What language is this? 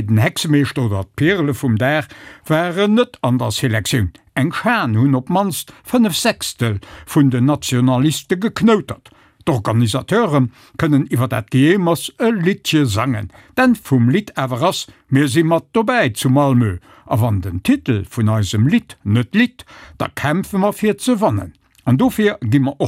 Luxembourgish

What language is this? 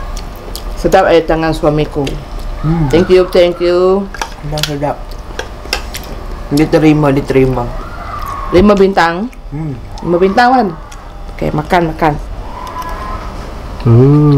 Malay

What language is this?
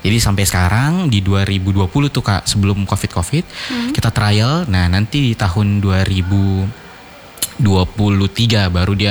Indonesian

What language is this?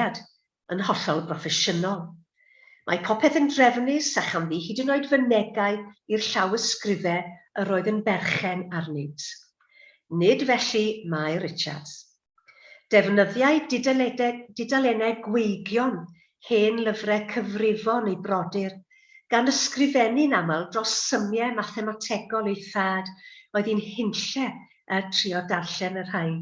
Welsh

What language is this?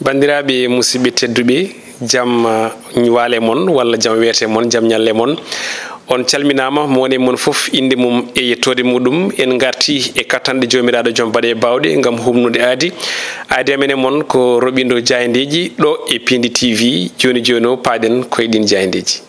Fula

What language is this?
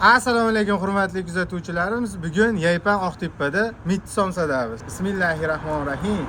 Uzbek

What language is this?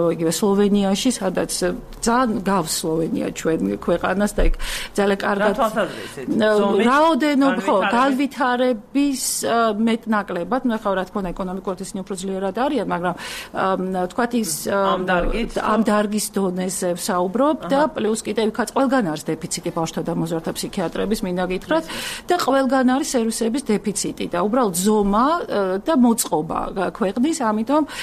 Georgian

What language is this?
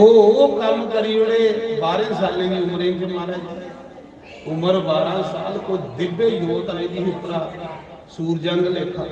Dogri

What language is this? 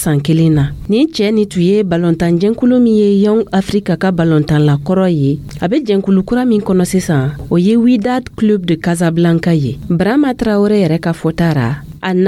Dyula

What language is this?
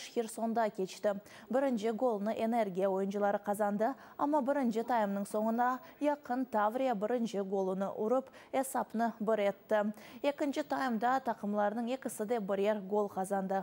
Crimean Tatar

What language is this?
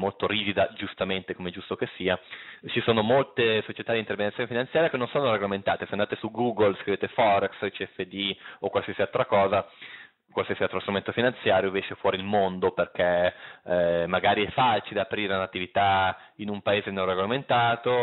Italian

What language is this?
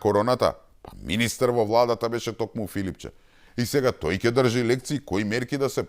Macedonian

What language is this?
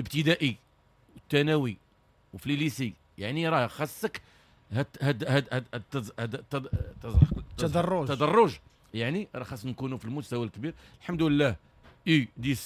Moroccan Arabic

